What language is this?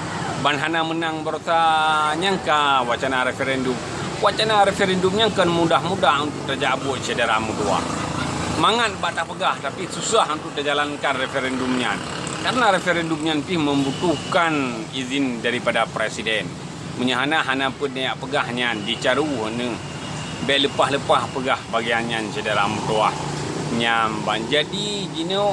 Achinese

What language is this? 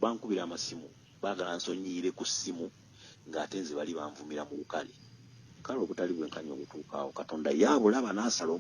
Ganda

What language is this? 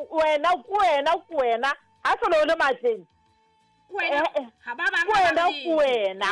Southern Sotho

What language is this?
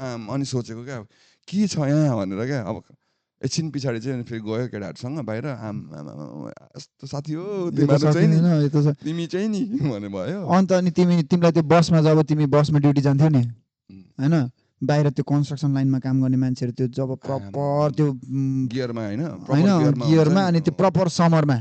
Nepali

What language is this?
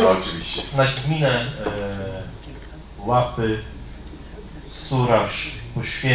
Polish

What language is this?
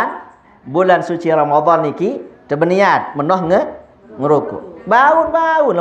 Sasak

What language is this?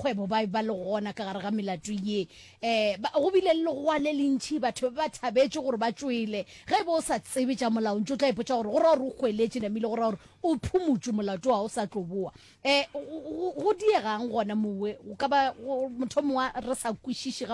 Northern Sotho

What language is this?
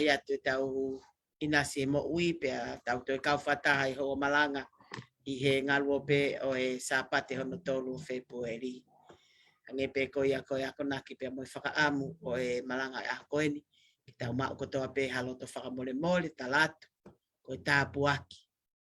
Tongan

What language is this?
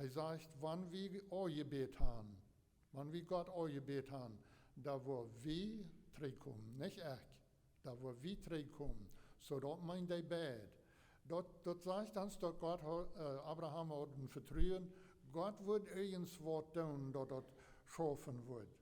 Plautdietsch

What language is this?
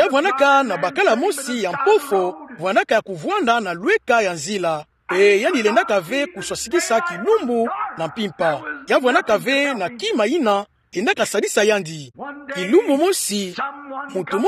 Kituba (Democratic Republic of Congo)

